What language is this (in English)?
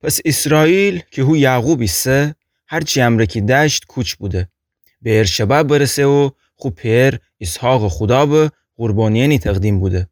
Gilaki